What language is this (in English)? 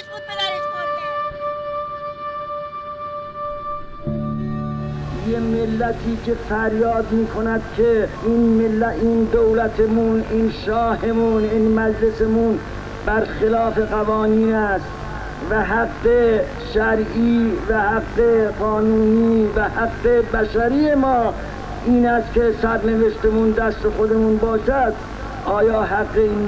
Persian